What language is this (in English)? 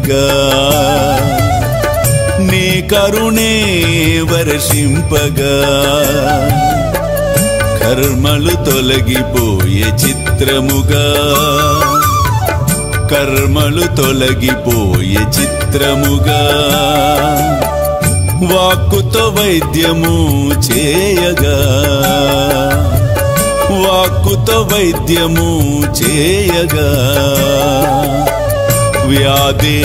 Telugu